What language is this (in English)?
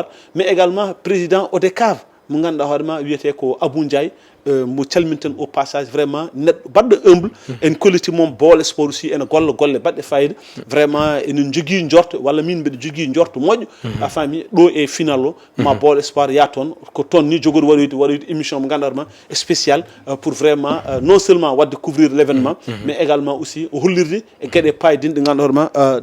Fula